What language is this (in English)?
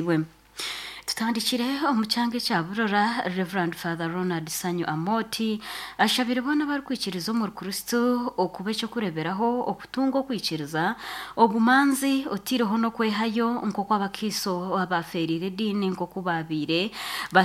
Nyoro